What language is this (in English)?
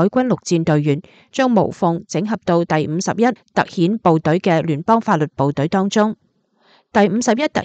Cantonese